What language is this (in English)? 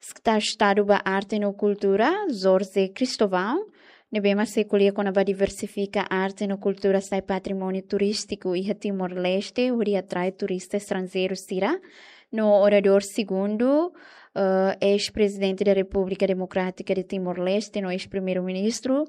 Tetum